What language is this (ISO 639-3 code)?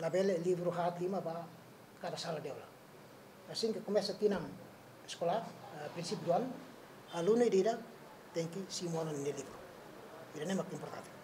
tet